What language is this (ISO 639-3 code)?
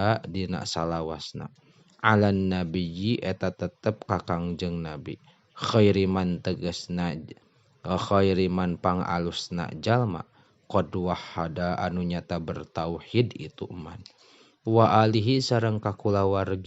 sun